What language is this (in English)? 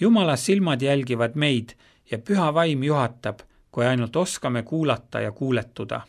Estonian